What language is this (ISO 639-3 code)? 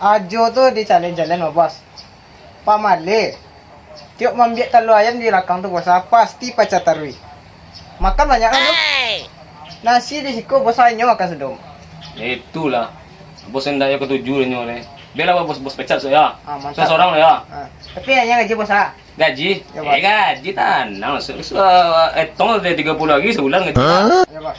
min